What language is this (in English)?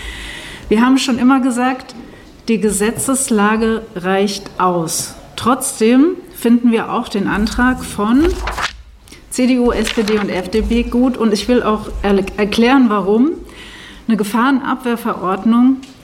German